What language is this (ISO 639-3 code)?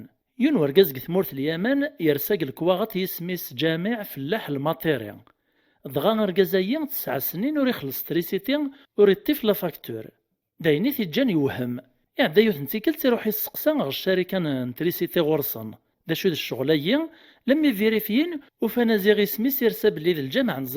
kab